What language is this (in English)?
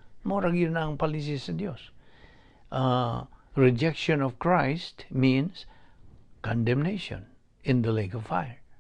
Cebuano